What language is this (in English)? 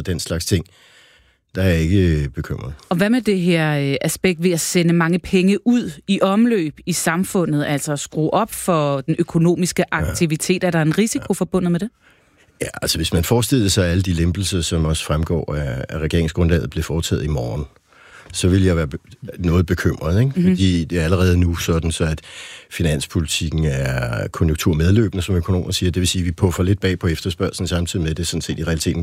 Danish